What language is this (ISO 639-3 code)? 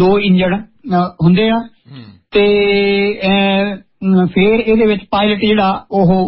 pan